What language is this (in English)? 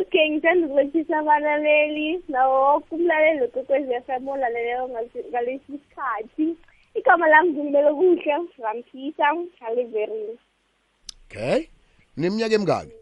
South Ndebele